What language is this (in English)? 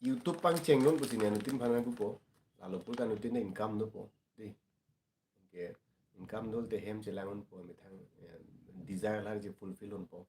Karbi